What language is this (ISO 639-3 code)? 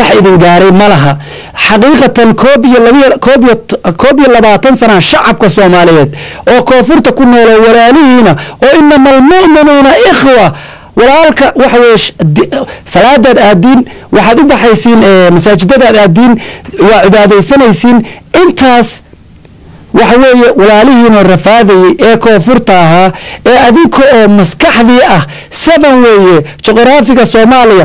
som